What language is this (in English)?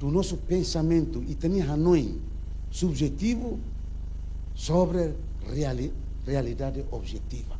Tetum